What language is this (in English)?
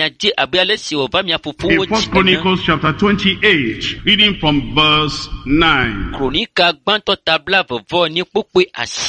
Ewe